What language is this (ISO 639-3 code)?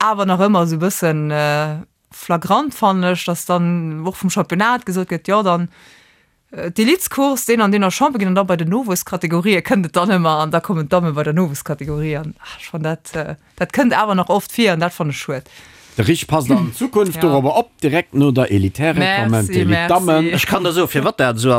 ltz